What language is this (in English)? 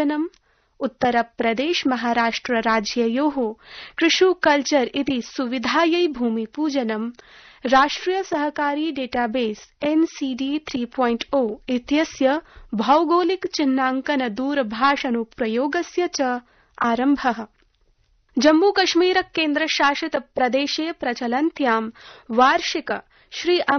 Sanskrit